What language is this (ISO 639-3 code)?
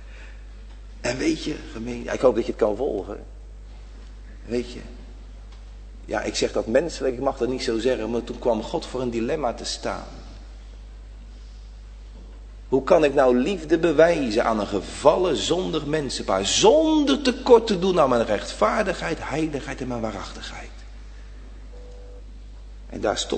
nld